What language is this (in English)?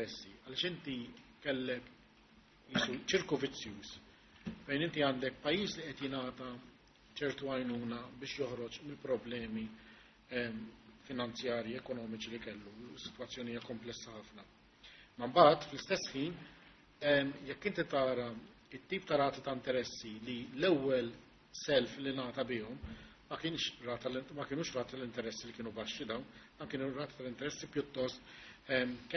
Maltese